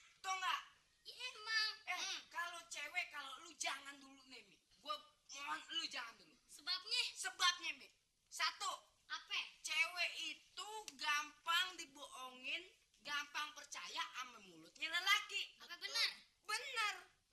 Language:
Betawi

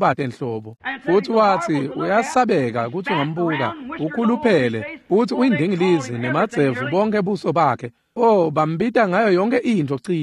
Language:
Swati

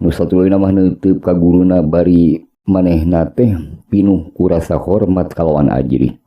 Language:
Sundanese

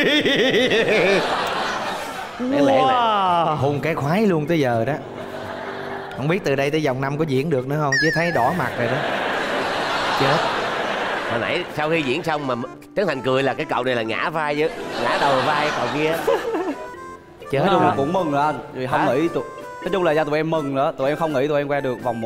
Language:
Vietnamese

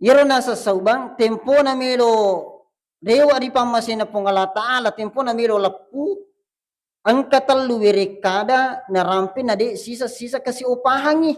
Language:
Buginese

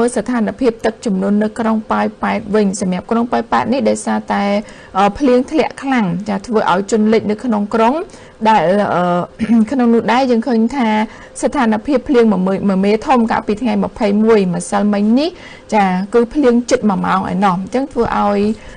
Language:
Khmer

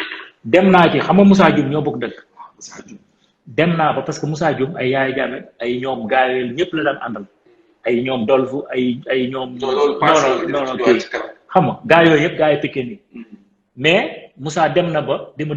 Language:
Wolof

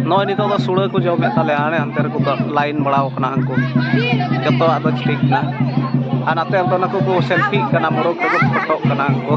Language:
Santali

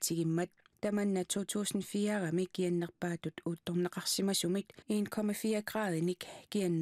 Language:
Kalaallisut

